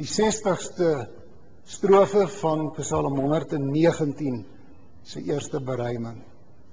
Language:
Afrikaans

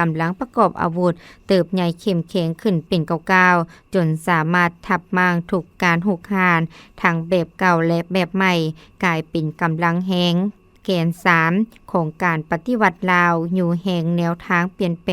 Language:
Lao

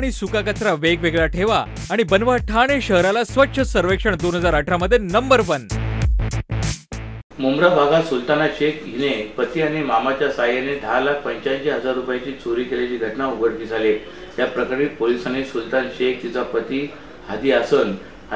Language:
Marathi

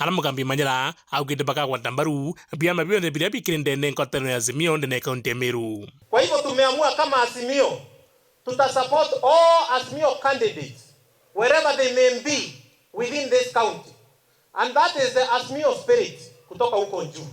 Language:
Meru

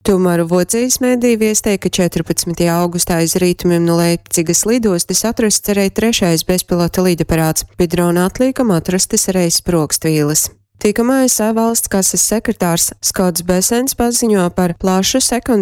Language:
Latgalian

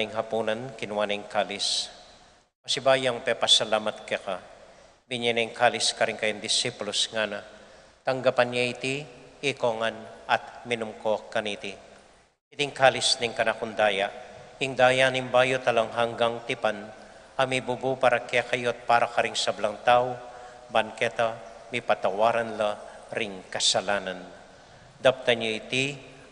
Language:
Pampanga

